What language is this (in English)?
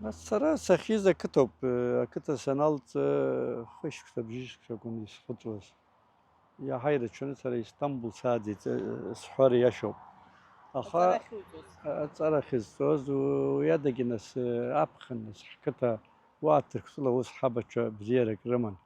Abkhazian